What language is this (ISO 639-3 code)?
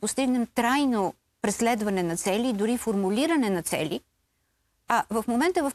bul